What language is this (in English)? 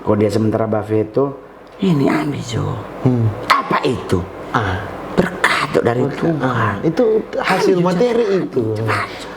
Manado Malay